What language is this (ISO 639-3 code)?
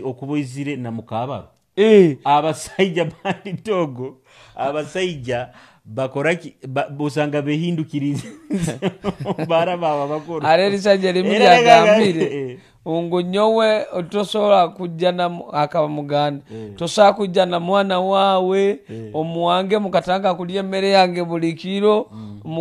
nyo